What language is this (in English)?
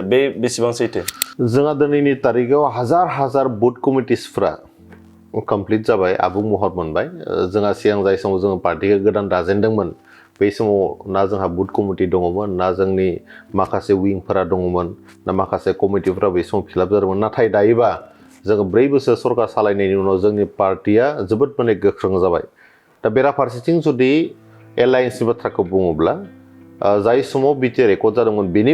Bodo